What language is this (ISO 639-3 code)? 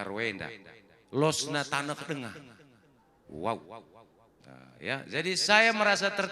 btx